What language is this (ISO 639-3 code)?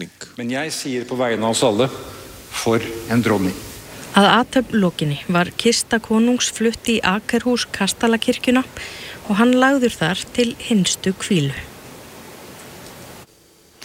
isl